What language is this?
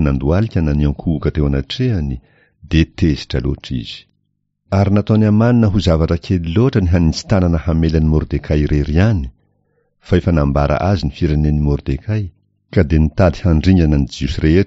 Malagasy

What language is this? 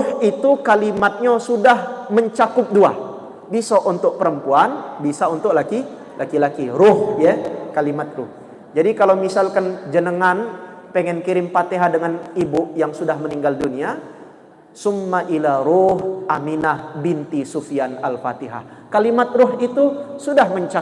Musi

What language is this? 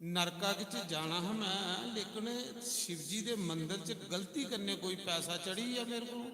Dogri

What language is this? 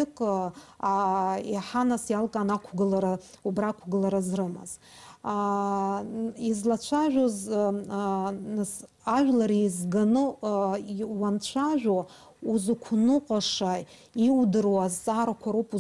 Abkhazian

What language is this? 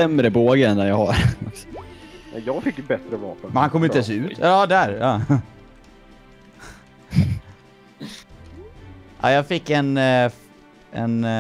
Swedish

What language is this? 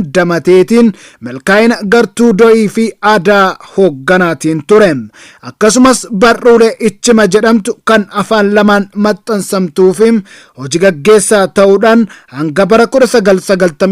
Oromo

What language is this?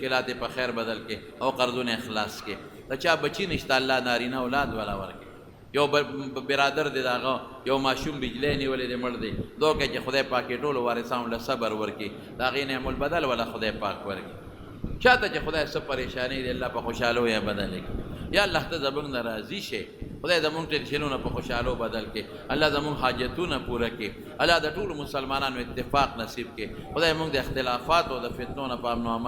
Pashto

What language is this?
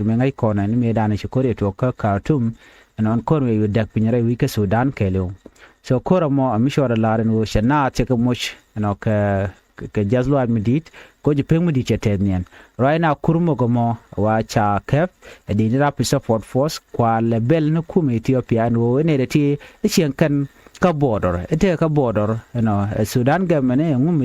Nuer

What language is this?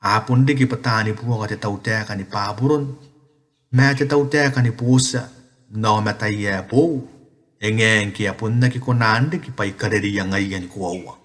Gilbertese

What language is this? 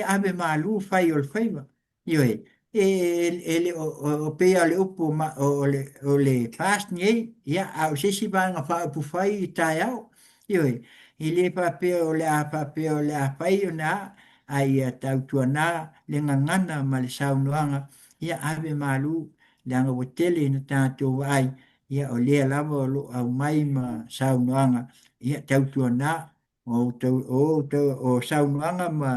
Samoan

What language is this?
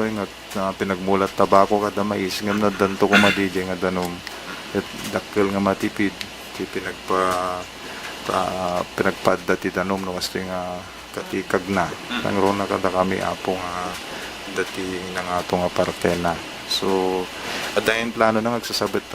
Iloko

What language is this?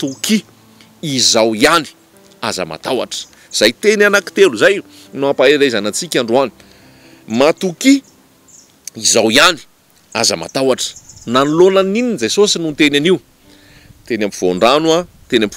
Malagasy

